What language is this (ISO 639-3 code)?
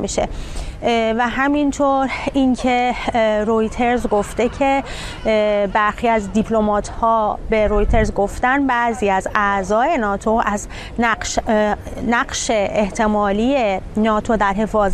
fas